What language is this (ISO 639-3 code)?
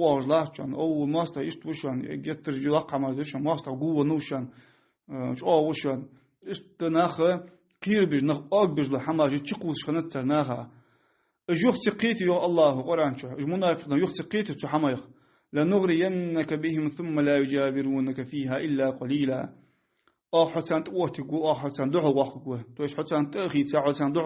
inh